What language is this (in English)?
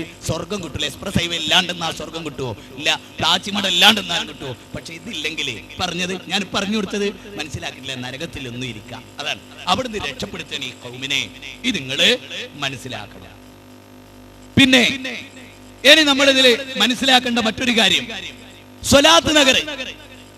Malayalam